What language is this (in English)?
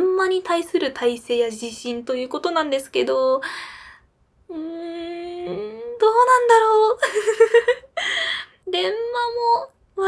Japanese